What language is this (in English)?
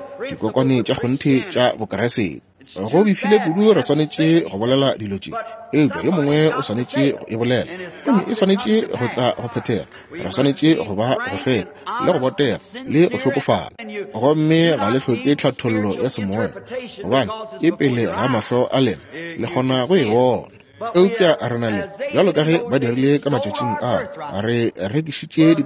Northern Sotho